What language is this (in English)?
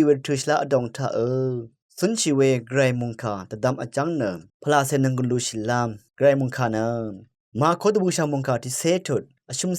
Rawang